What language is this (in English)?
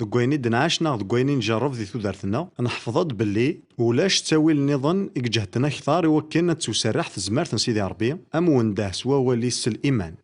Kabyle